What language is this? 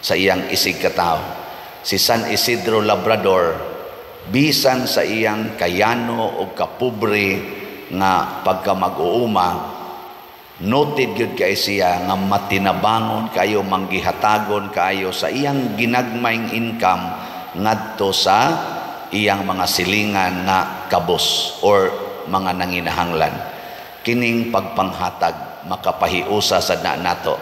Cebuano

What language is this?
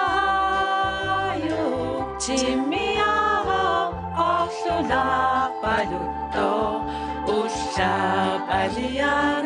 Kalaallisut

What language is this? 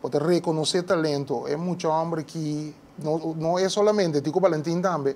Papiamento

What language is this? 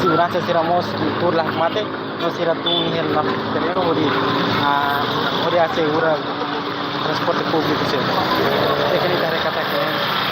Tetum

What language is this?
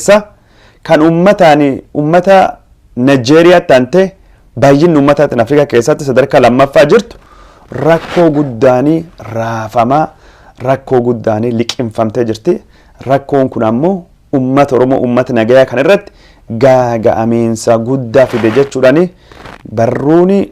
Oromo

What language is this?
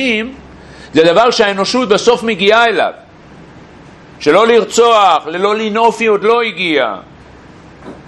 Hebrew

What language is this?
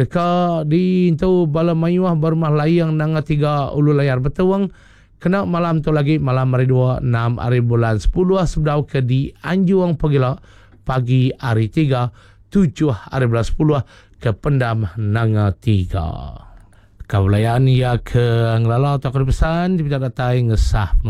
Iban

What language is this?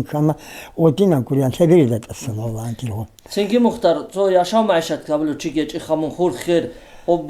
Avaric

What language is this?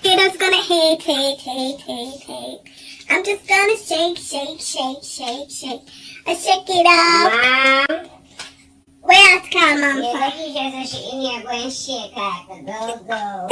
Jamaican Creole English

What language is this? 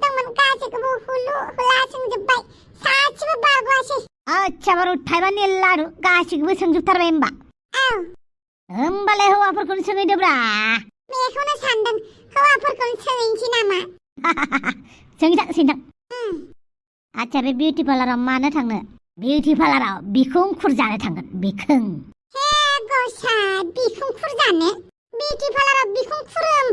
Bodo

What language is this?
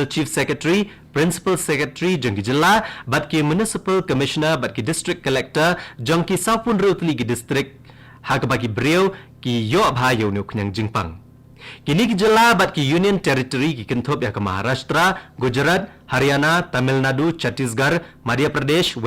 Khasi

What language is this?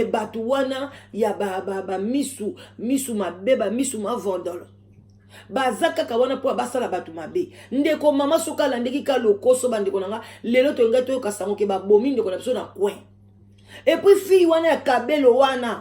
Lingala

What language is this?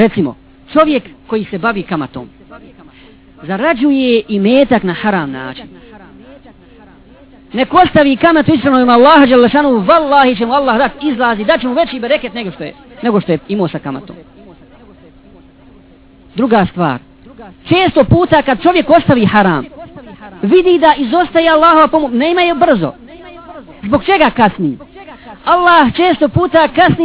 Bosnian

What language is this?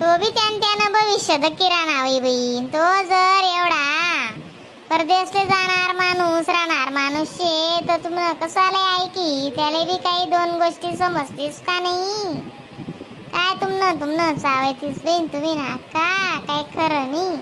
Khandesi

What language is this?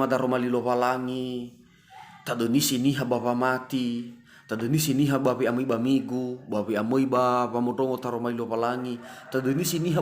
Nias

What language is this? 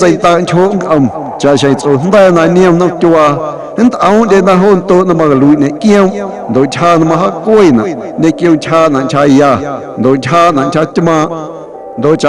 Guerrero Amuzgo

